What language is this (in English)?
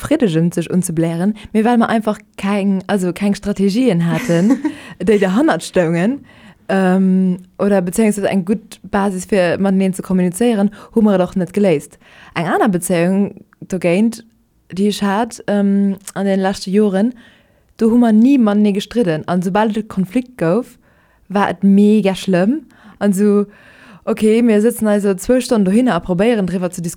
Luxembourgish